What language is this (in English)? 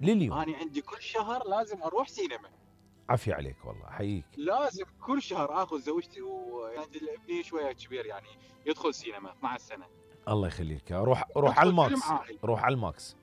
Mesopotamian Arabic